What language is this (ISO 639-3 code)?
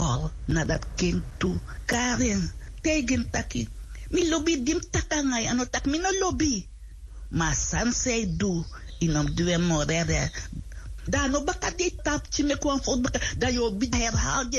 srn